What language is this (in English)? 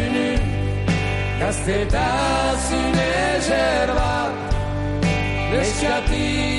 Basque